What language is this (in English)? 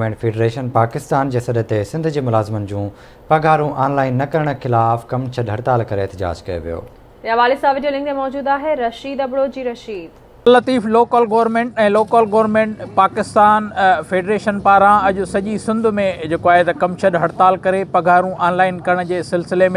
Sindhi